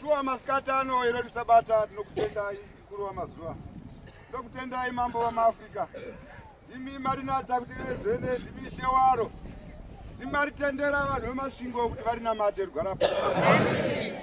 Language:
Shona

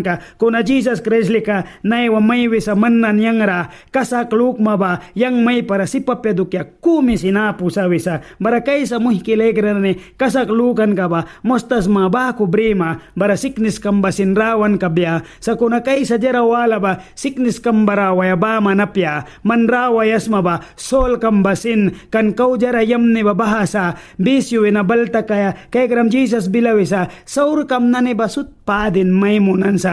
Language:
Mískito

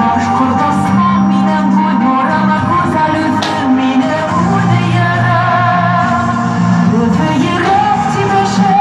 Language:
Bashkir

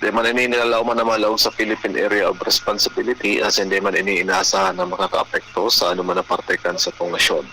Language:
Bikol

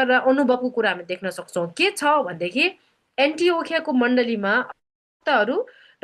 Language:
Nepali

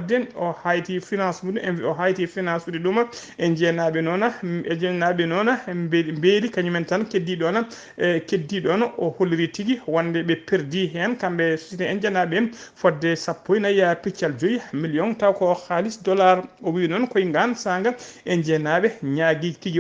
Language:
Fula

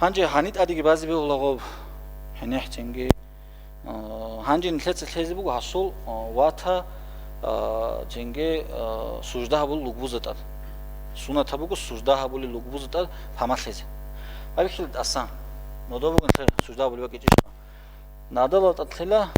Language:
Avaric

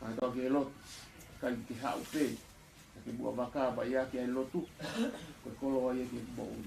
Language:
Tongan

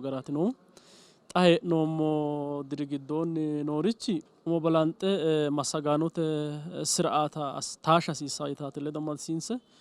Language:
Sidamo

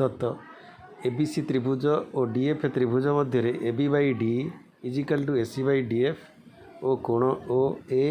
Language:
Odia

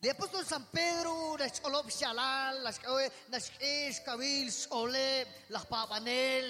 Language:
Kekchí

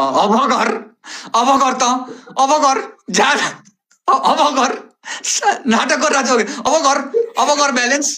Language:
Nepali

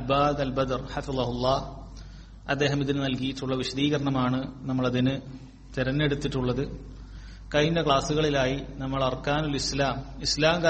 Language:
Malayalam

